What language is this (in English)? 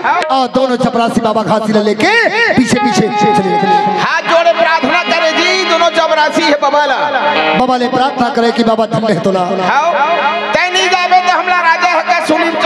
Chhattisgarhi